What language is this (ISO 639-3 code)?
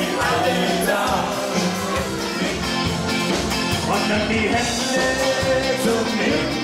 deu